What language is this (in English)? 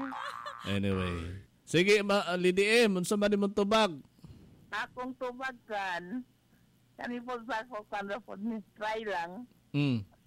Cebuano